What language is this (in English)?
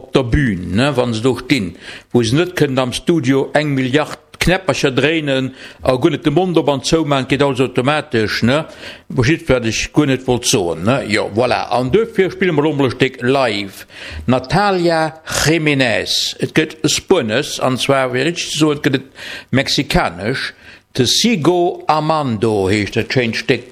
Luxembourgish